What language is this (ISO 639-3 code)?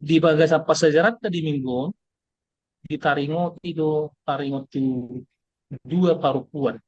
bbc